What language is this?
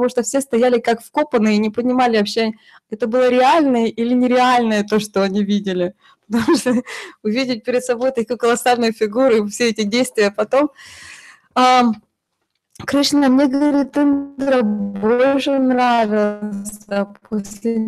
Russian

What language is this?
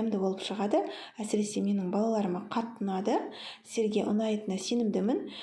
Kazakh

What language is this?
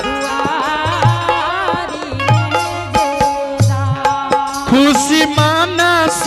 Angika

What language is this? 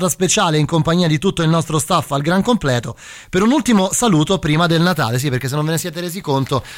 Italian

